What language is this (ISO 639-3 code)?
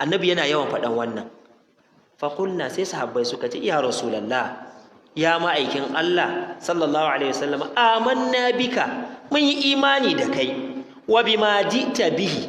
hau